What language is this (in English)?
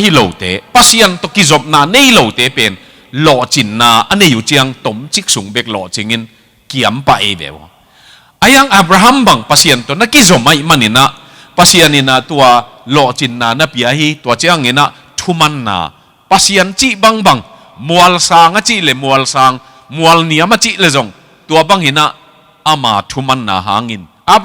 Tedim Chin